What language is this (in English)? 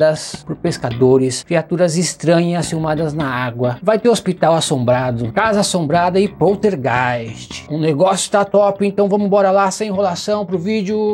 Portuguese